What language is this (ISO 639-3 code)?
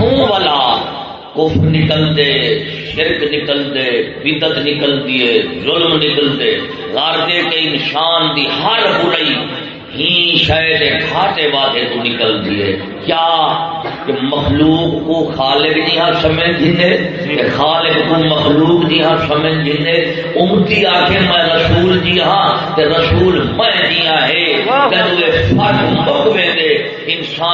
skr